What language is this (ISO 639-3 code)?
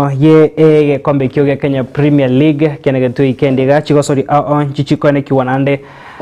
guz